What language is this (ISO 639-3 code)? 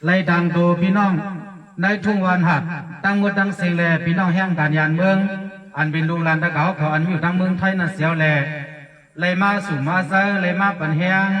shn